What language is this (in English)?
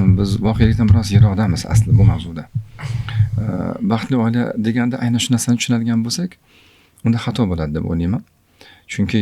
Uzbek